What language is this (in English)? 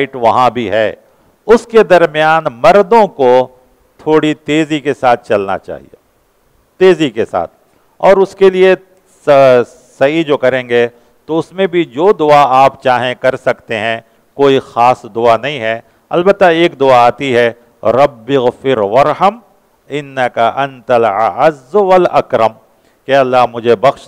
Urdu